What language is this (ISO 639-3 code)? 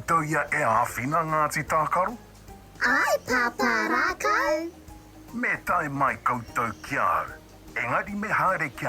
mri